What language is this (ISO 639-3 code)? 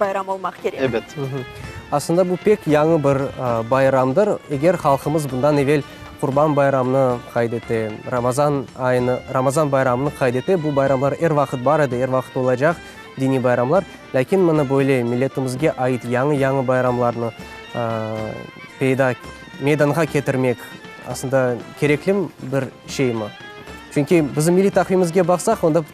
crh